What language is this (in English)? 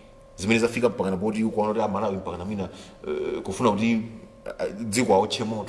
Nyanja